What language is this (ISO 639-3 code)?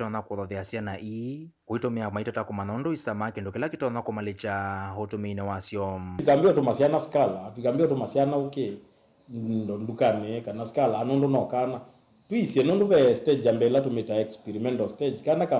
kam